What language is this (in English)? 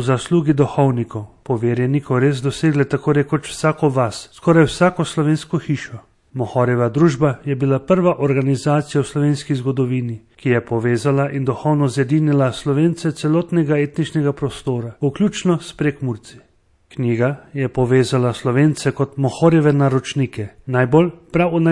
Slovenian